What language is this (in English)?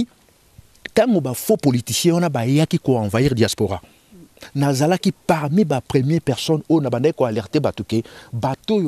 Lingala